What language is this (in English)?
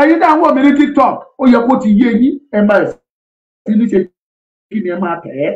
Yoruba